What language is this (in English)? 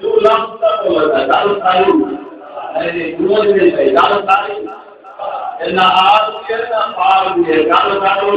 Saraiki